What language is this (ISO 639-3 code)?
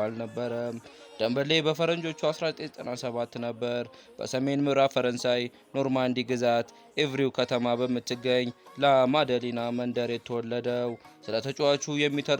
amh